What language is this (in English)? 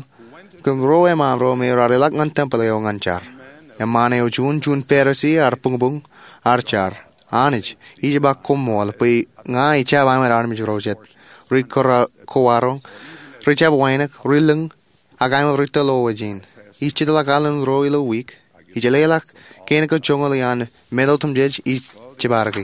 Marshallese